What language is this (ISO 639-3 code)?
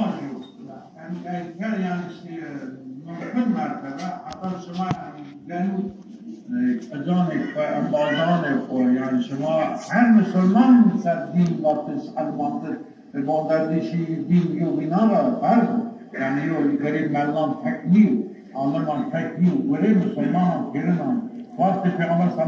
zza